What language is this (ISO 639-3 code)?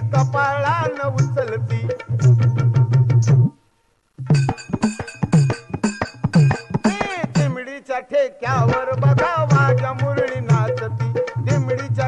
mar